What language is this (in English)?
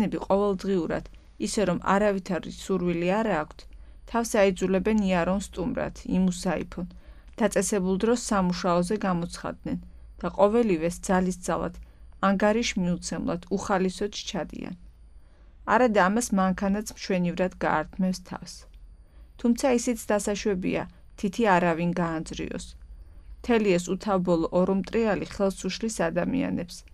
Georgian